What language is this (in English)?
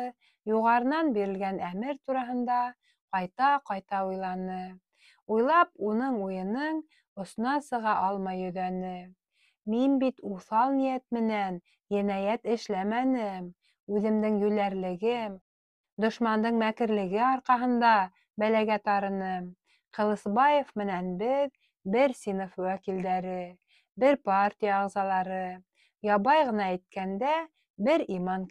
Bashkir